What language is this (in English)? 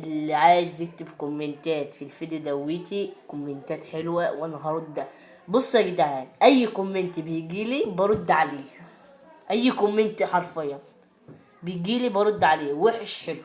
Egyptian Arabic